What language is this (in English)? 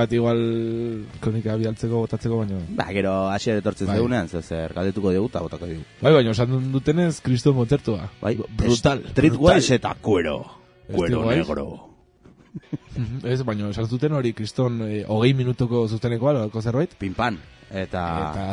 Basque